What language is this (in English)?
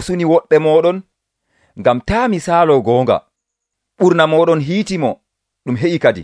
Nigerian Fulfulde